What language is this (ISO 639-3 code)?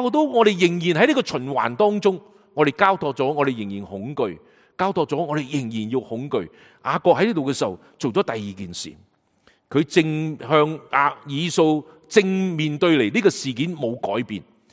yue